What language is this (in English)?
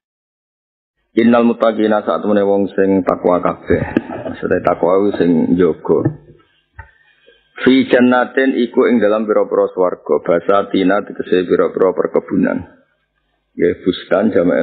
Javanese